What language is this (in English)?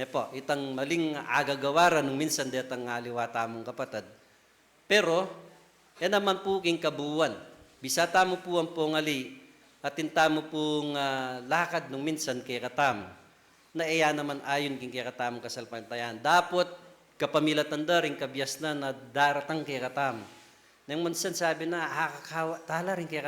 Pampanga